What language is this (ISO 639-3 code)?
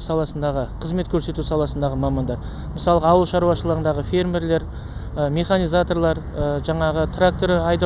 kaz